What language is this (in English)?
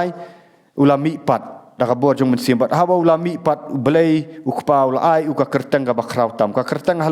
Khasi